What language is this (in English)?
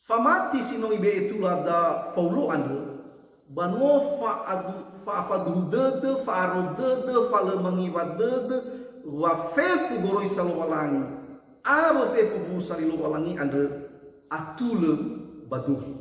Nias